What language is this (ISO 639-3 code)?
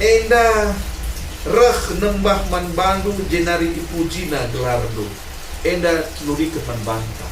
btx